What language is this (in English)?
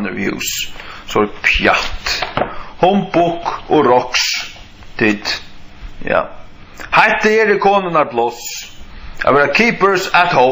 Faroese